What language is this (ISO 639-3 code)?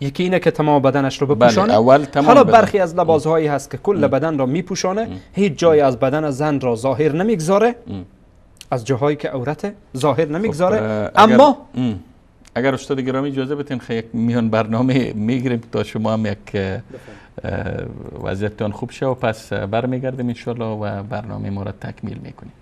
fas